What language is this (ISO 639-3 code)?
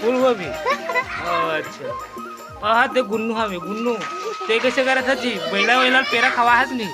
hne